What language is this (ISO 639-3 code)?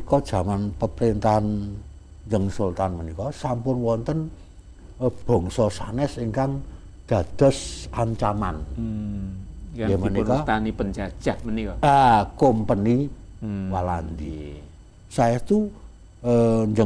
jav